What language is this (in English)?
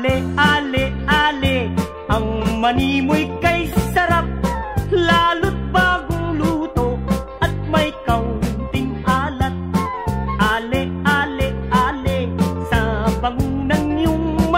Filipino